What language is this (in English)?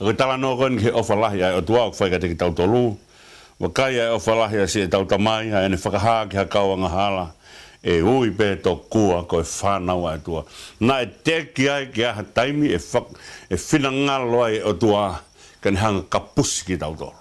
Tongan